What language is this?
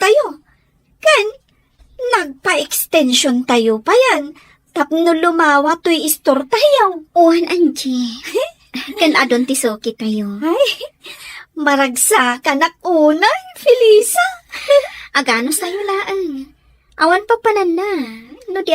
Iloko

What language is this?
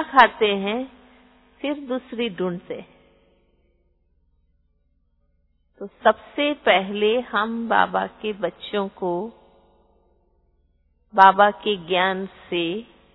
Hindi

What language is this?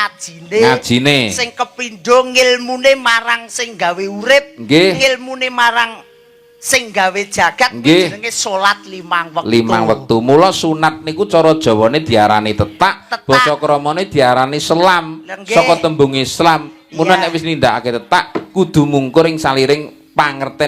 Javanese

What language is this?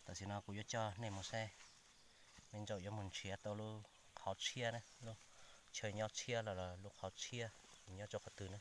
Hmong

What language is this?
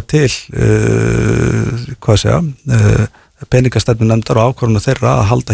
Icelandic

